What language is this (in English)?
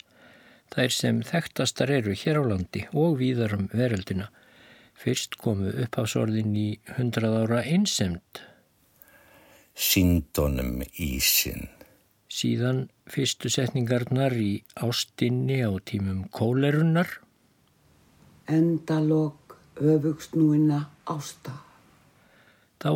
Icelandic